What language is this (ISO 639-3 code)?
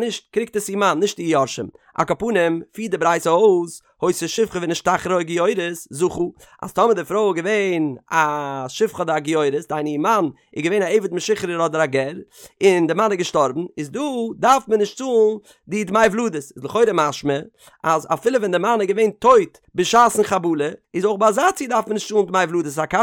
yid